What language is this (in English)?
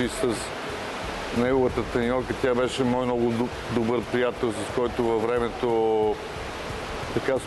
Bulgarian